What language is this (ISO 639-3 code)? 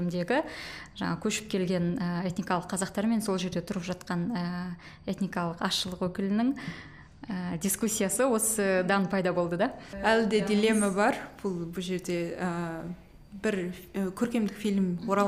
kaz